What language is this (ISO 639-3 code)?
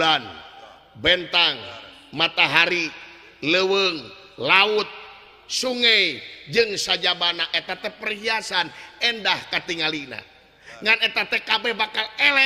sun